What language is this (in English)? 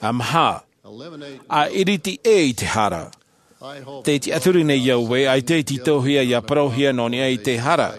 Tahitian